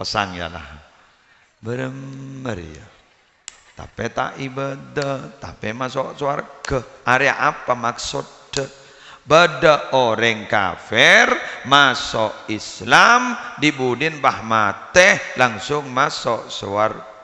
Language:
Madurese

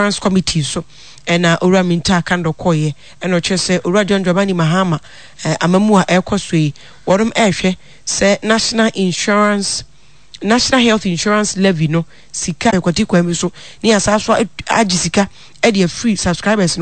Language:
Akan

